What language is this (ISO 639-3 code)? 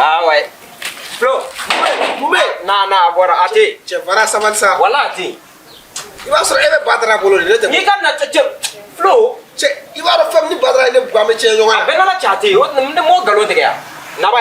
bam